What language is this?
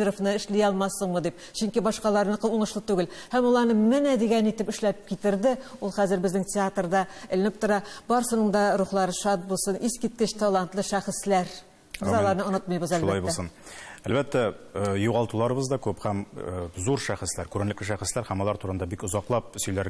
Tatar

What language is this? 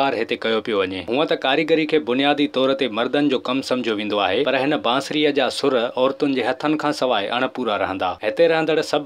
Sindhi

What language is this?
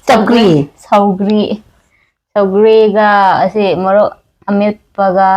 Manipuri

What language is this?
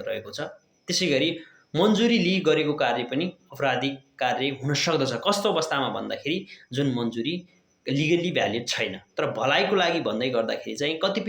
Nepali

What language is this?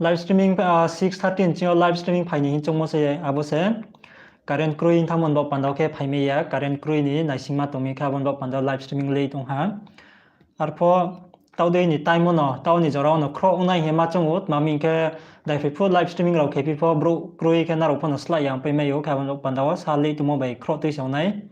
Riang (India)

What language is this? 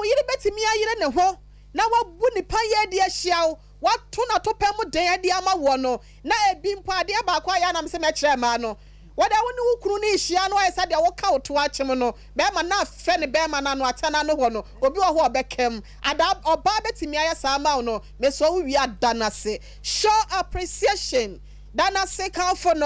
Akan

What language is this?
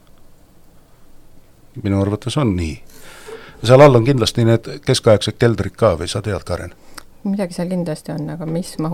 Estonian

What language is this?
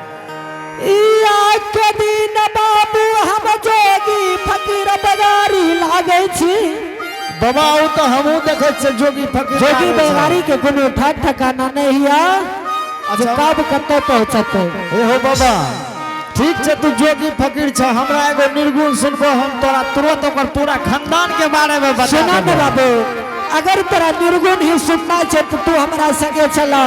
Angika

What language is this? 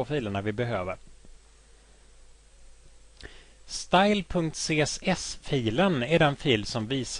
Swedish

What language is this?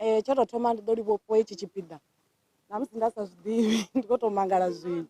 Venda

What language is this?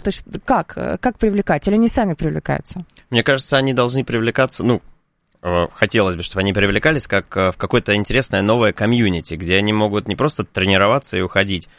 Russian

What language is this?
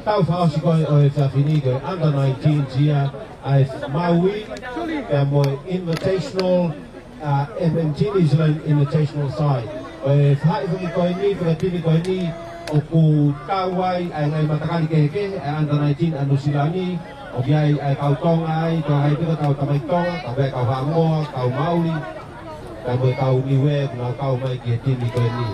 Tongan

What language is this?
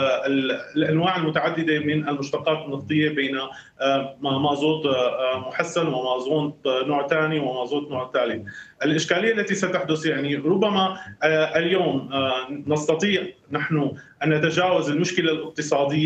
Arabic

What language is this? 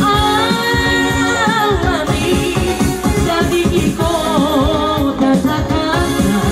Batak Toba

